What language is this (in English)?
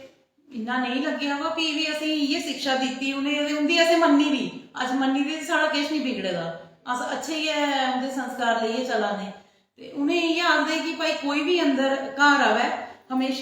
Dogri